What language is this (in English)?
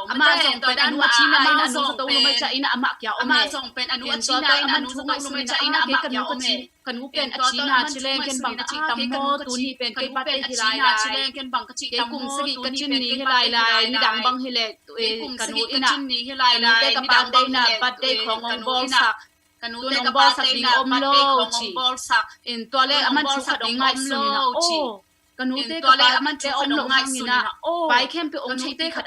Tedim Chin